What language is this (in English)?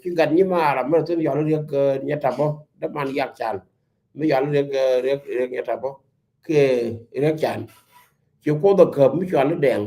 Nuer